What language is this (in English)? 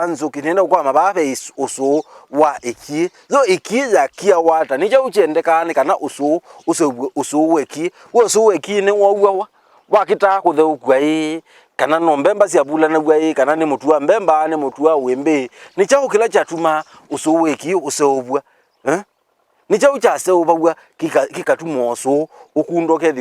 Kamba